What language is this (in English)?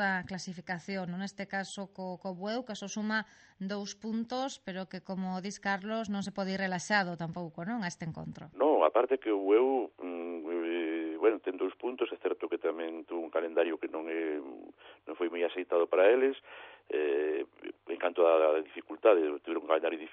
Galician